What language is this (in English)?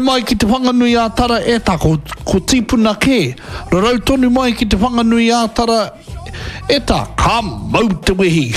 Māori